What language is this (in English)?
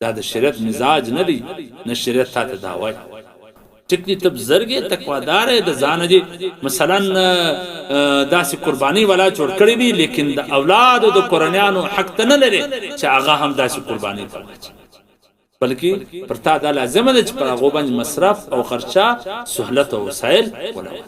Pashto